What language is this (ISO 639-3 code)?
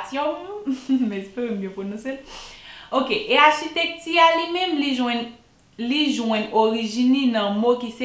hat